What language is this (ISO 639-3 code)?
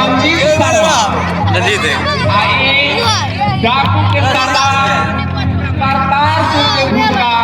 mai